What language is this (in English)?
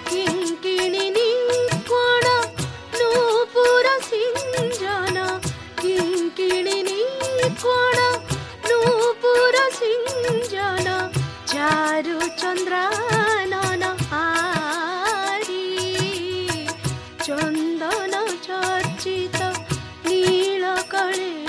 Odia